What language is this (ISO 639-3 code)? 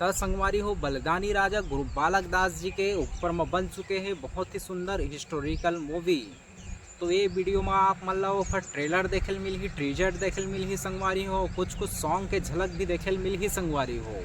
hne